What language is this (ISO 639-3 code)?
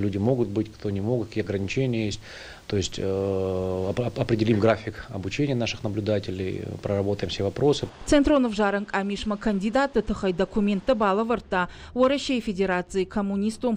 oss